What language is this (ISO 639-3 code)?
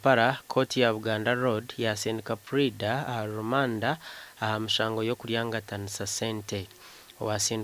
nyn